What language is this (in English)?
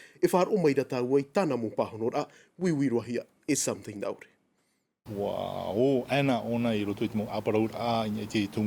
Tahitian